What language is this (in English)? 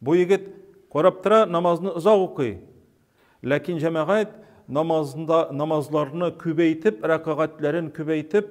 Tatar